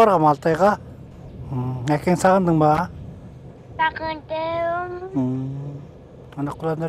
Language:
Kazakh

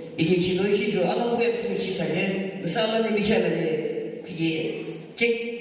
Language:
Yimchungru Naga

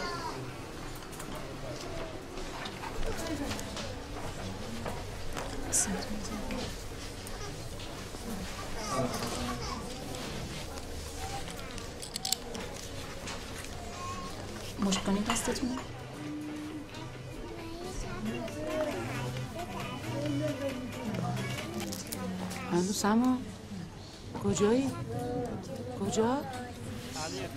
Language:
Persian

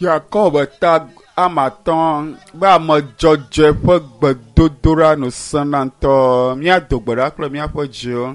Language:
Ewe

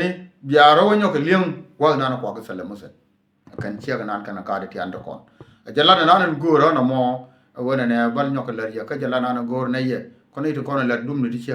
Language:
Nuer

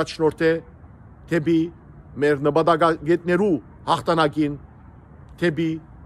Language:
Western Armenian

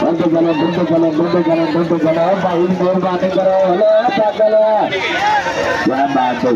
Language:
Saraiki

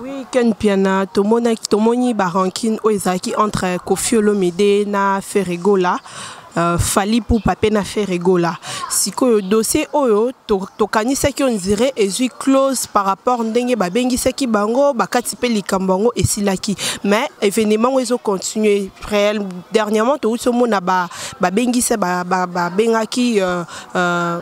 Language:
Lingala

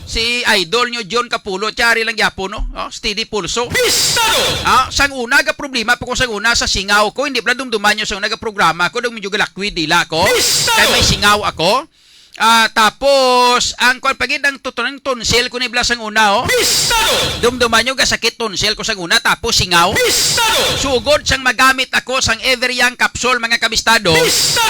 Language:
Hiligaynon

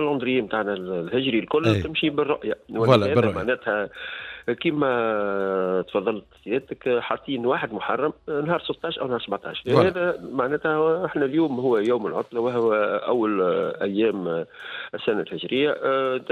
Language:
Tunisian Arabic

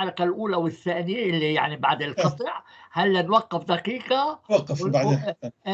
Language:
North Levantine Arabic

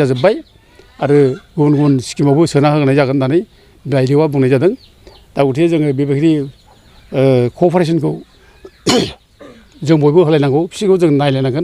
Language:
Bodo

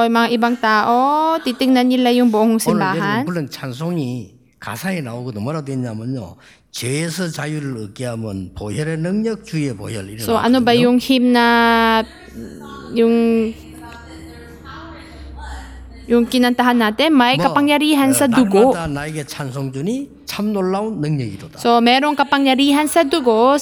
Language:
Filipino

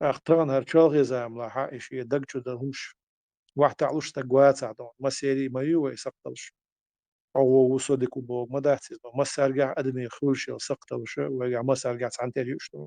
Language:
Chechen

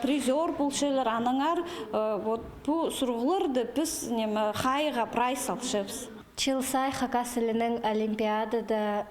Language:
Khakas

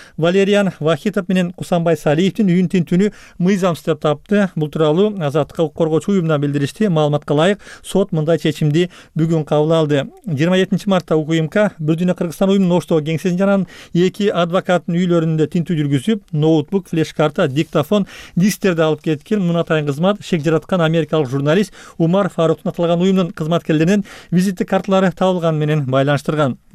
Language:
Kyrgyz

